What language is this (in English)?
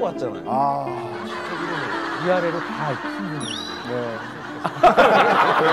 Korean